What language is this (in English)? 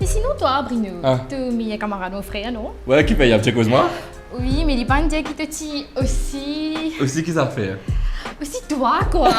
Morisyen